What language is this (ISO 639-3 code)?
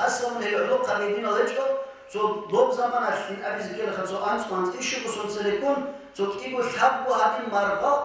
ava